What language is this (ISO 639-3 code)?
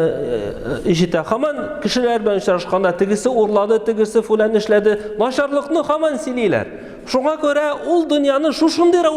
tat